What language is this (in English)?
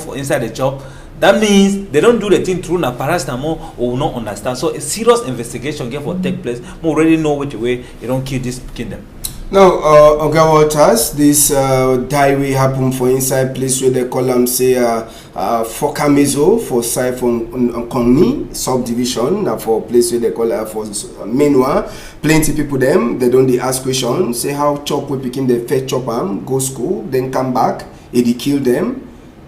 Cameroon Pidgin